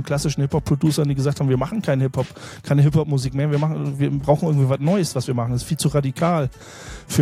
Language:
German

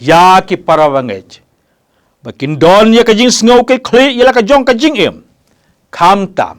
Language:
Khasi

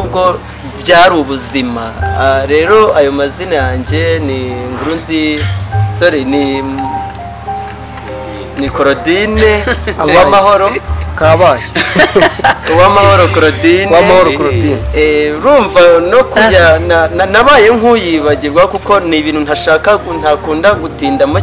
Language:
Kinyarwanda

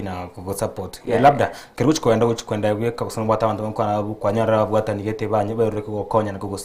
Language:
Gusii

